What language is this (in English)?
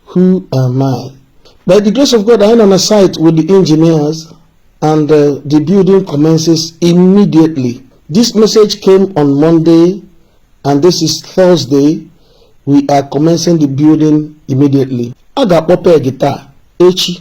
Igbo